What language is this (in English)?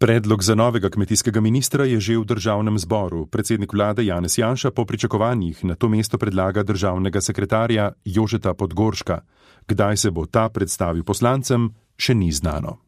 Slovenian